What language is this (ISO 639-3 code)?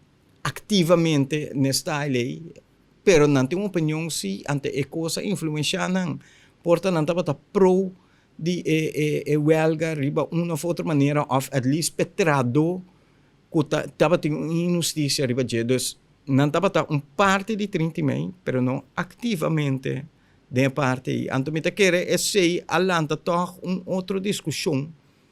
pap